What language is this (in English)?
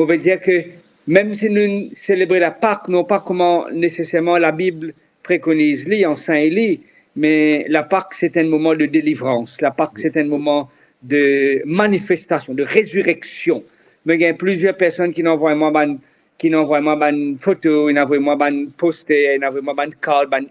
Morisyen